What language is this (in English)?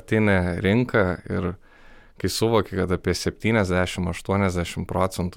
Lithuanian